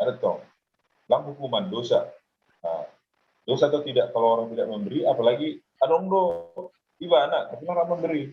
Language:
Batak Simalungun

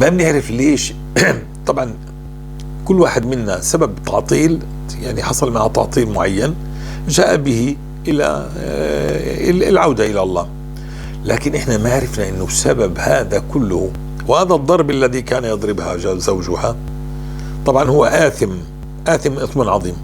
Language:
North Levantine Arabic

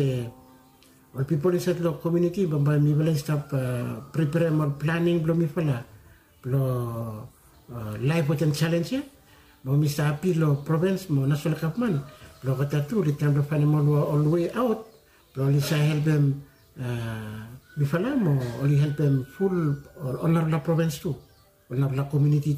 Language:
Bislama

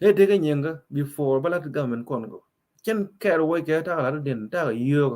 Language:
Nuer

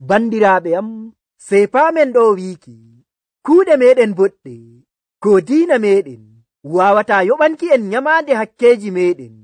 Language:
Nigerian Fulfulde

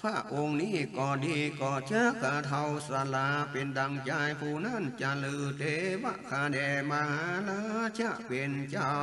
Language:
Northern Thai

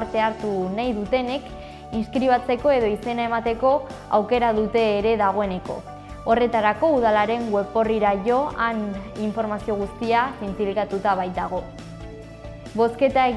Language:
Basque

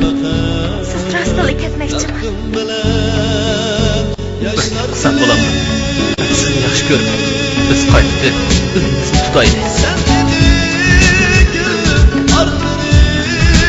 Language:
Uyghur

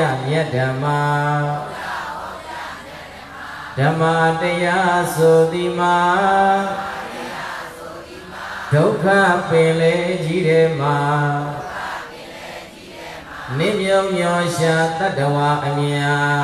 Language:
Burmese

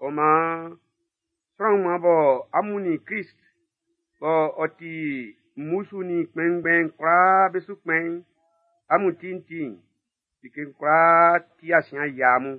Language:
Baoulé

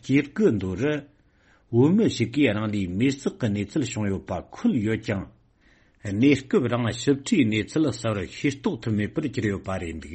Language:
Tibetan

